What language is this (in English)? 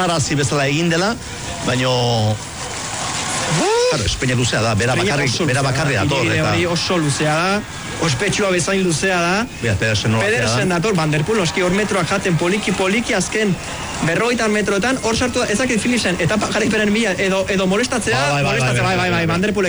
Basque